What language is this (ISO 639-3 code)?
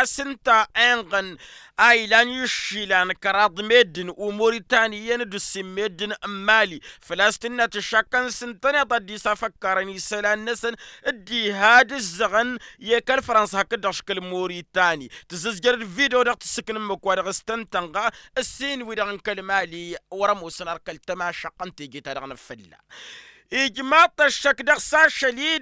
taq